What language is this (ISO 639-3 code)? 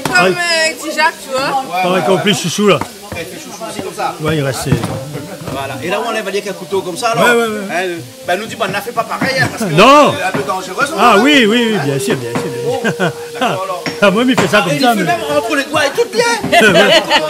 rcf